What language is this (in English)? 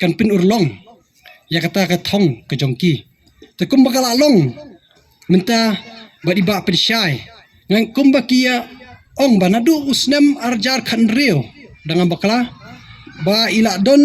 Khasi